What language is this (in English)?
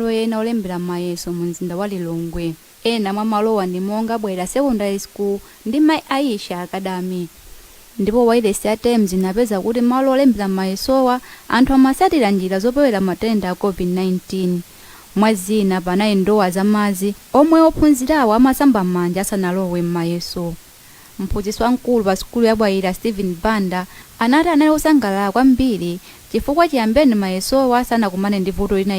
Nyanja